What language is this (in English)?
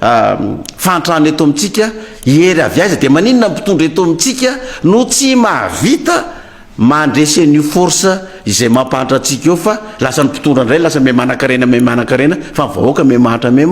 Malagasy